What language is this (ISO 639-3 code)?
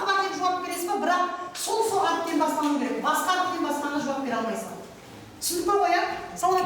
kaa